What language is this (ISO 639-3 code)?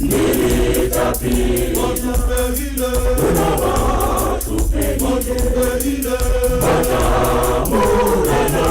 tsn